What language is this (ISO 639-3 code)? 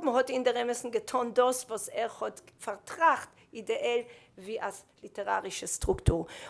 yid